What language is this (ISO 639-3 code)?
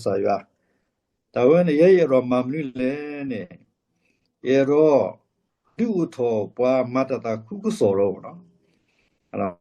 ksw